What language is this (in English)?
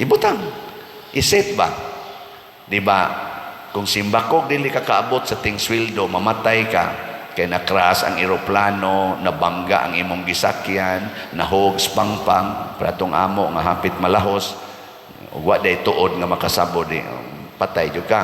Cebuano